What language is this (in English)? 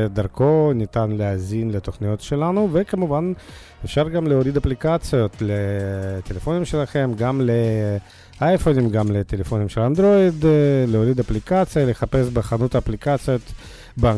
Hebrew